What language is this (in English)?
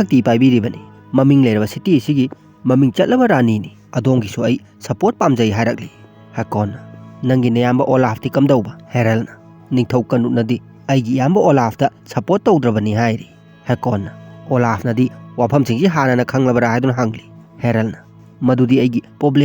Manipuri